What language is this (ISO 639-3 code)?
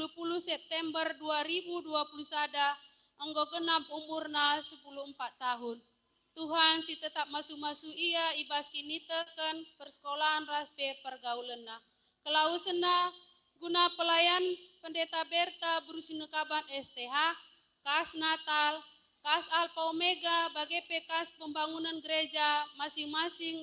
btx